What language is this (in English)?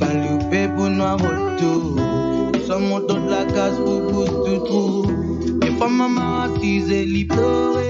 Morisyen